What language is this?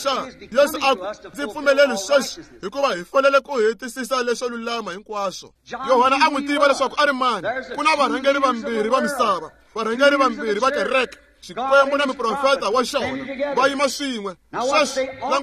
Tsonga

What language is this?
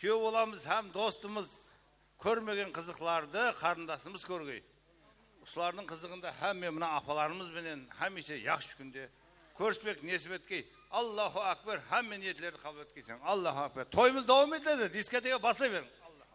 Kara-Kalpak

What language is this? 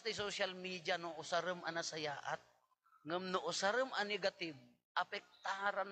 Iloko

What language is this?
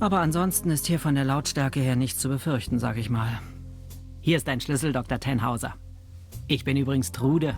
Bavarian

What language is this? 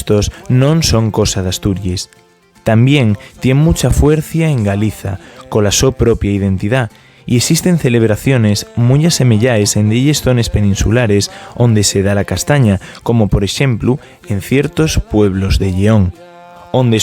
Asturian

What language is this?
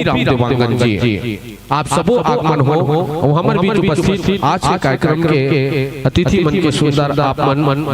Chhattisgarhi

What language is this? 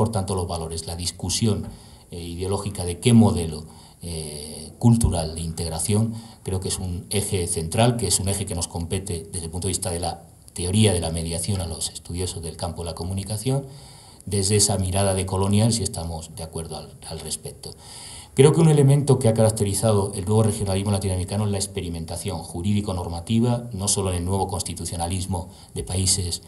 Spanish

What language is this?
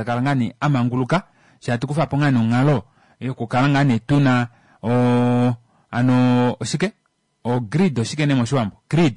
Kuanyama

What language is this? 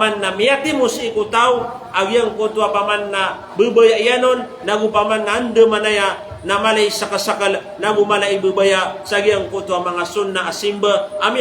Maranao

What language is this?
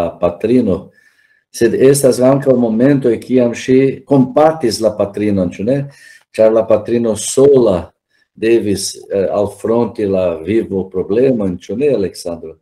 Esperanto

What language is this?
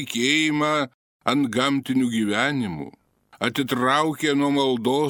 Lithuanian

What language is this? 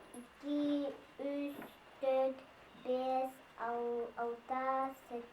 Yakut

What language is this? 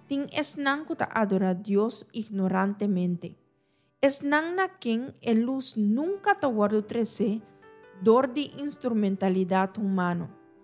Papiamento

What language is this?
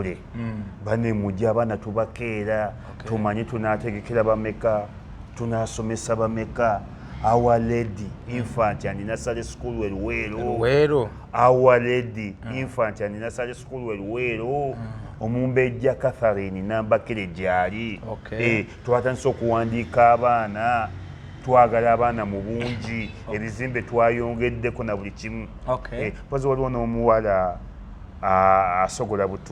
Ganda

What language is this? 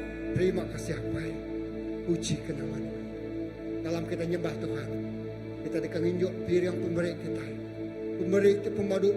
Iban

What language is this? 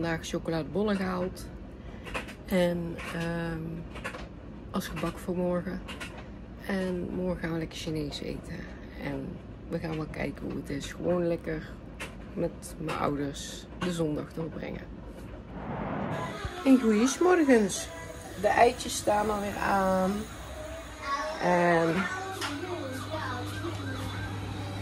Dutch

